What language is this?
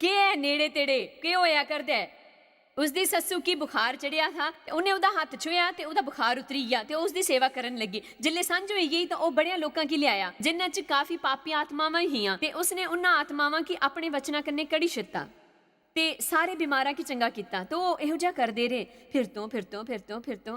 Dogri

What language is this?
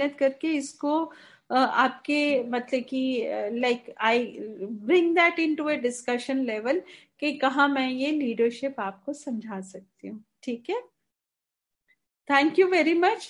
Hindi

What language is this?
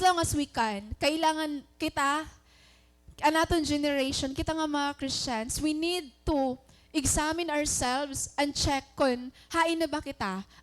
Waray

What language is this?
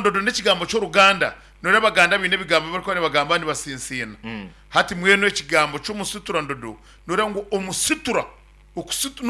Nyankole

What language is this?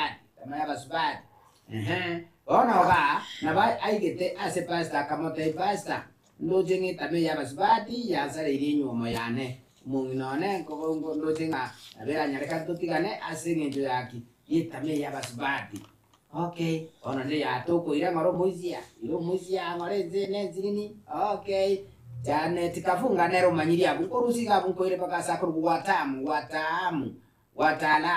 Gusii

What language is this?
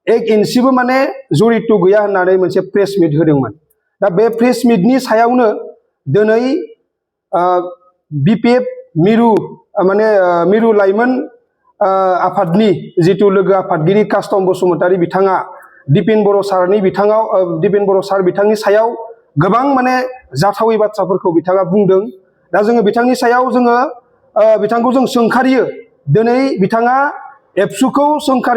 Bodo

